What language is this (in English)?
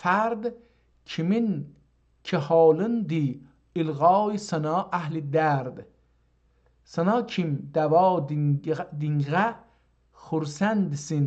South Azerbaijani